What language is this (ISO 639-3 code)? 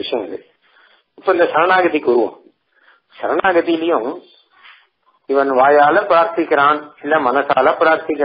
tam